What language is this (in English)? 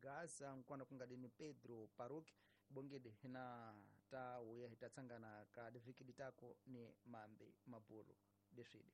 Tsonga